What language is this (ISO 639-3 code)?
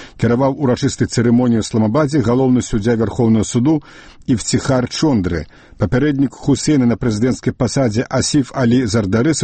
bel